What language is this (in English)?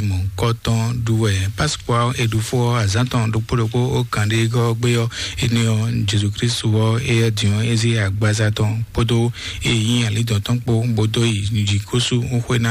Fon